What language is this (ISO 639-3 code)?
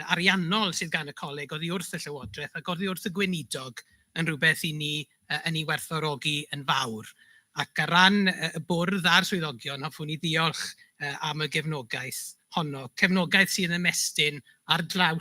cym